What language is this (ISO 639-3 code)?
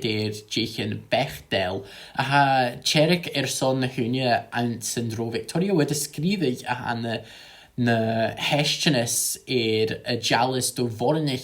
gla